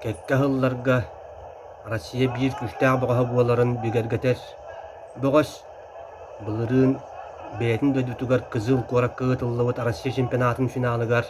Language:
Yakut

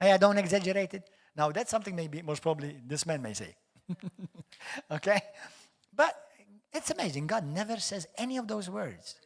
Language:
English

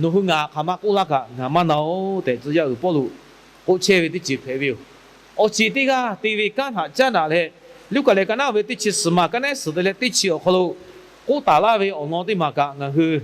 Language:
Lahu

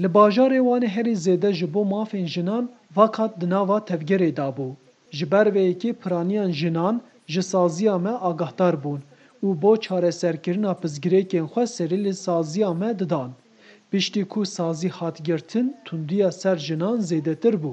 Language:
Kurdish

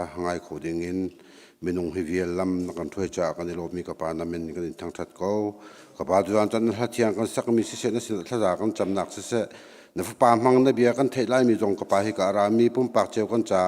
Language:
Hakha Chin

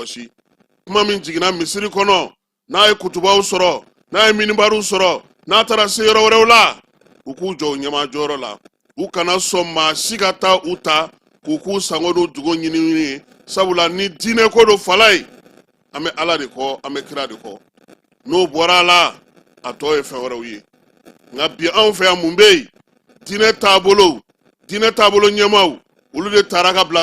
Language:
Bambara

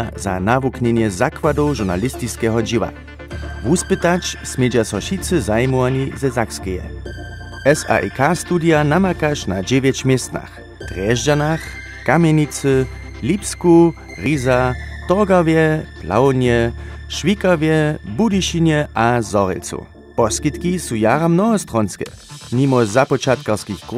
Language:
Upper Sorbian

